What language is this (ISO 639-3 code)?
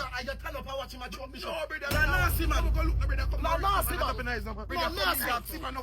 jam